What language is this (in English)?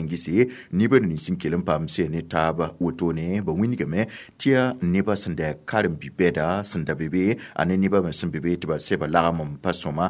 Mossi